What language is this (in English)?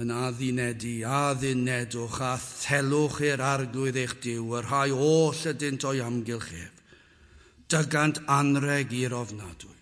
Welsh